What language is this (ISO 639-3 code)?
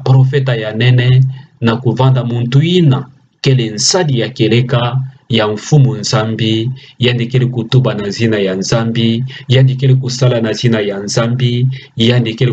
ktu